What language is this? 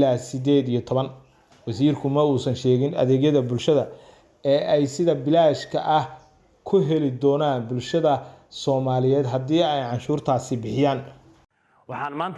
Somali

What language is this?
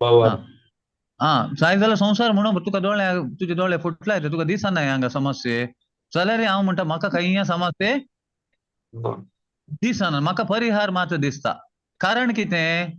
Konkani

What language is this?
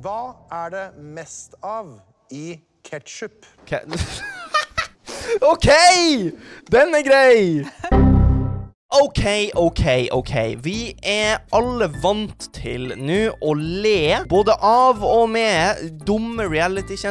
Norwegian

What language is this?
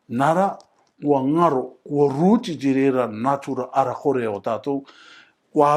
Rarotongan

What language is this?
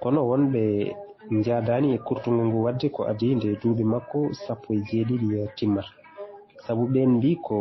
Fula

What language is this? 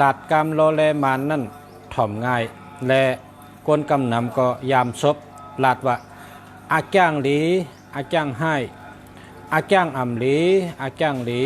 Shan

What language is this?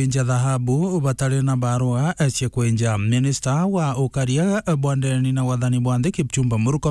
Meru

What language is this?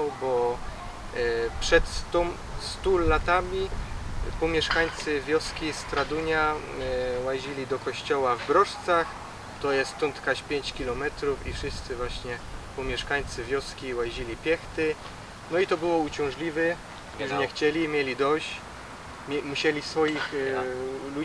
Silesian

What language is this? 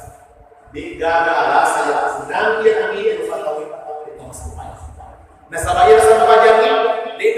Buginese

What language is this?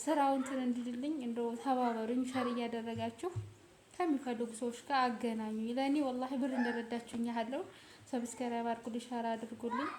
Amharic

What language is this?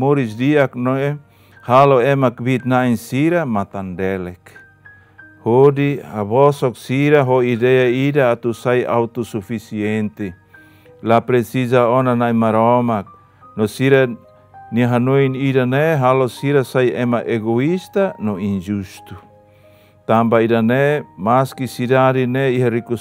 Tetum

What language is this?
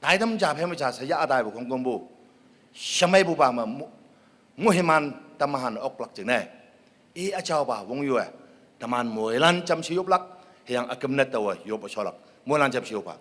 Konyak Naga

